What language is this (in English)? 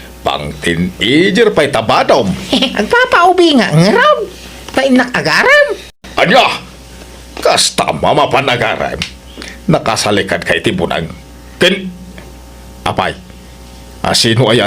Iloko